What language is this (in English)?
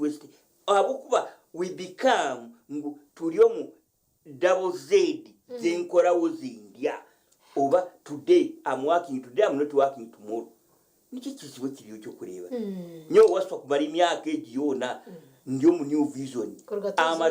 Nyankole